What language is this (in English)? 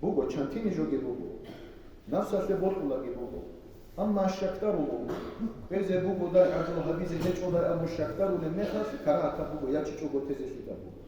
Avaric